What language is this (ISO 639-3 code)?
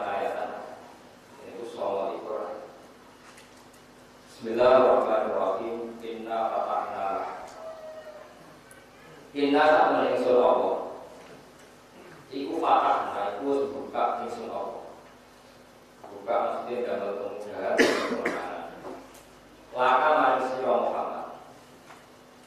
jav